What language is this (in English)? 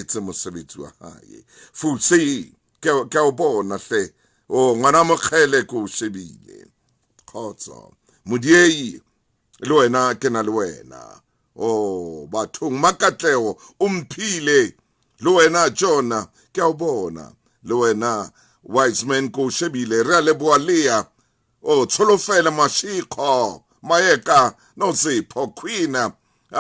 Southern Sotho